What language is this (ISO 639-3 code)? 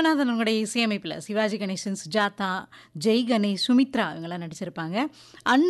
tam